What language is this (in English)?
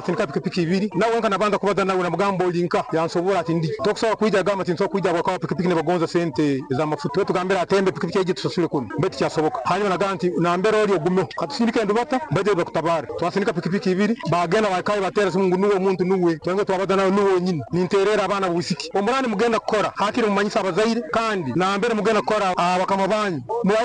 Nyoro